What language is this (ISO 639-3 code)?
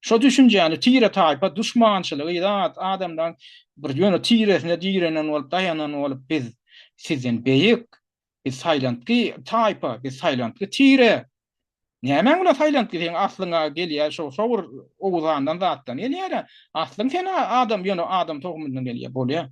tuk